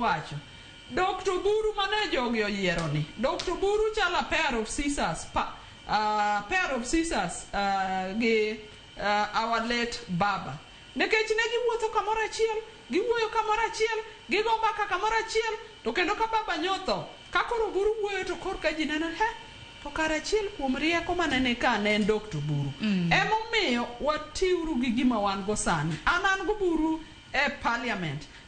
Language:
Luo (Kenya and Tanzania)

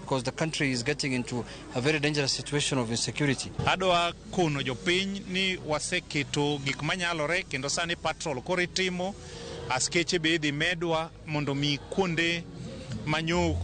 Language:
Luo (Kenya and Tanzania)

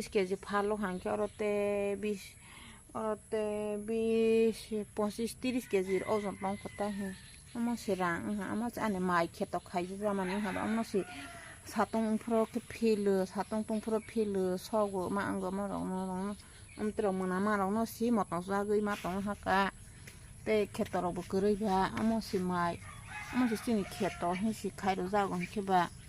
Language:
Kok Borok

